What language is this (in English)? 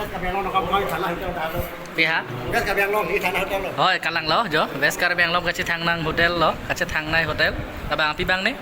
Karbi